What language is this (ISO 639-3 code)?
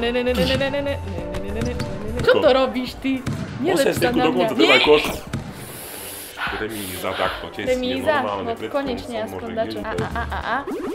slk